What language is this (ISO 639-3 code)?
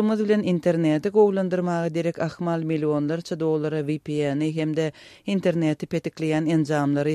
tuk